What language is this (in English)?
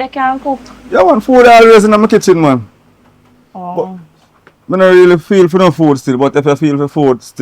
Jamaican Creole English